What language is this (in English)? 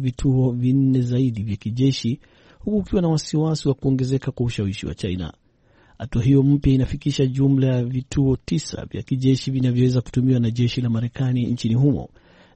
Swahili